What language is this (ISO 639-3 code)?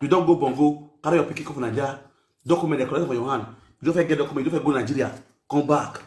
pcm